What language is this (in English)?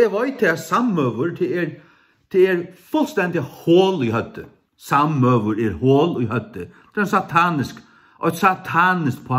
Faroese